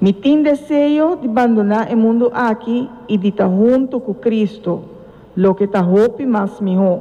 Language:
Papiamento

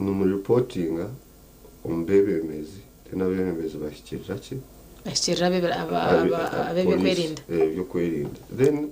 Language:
Nyankole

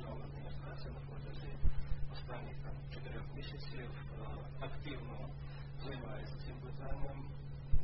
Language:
Ukrainian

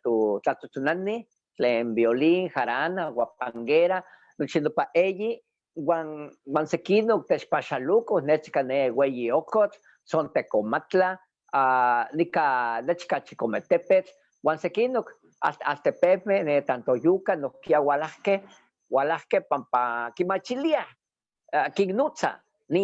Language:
Eastern Huasteca Nahuatl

